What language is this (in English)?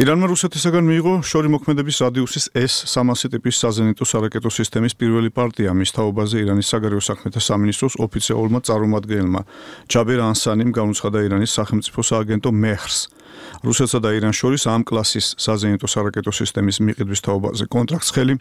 Georgian